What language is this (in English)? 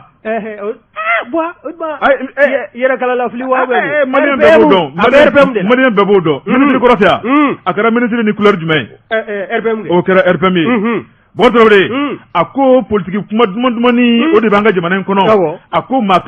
Bambara